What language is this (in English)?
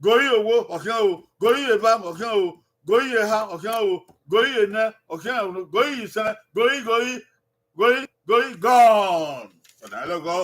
Bini